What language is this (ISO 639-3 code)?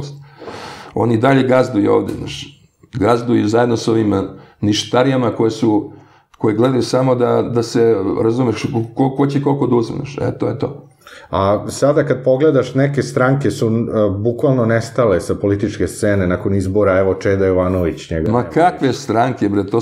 srp